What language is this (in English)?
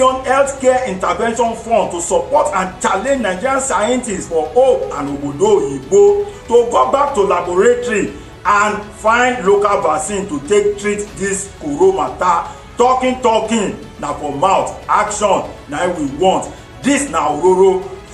Nigerian Pidgin